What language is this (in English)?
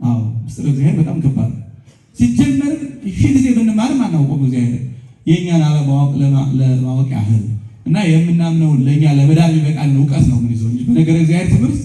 Amharic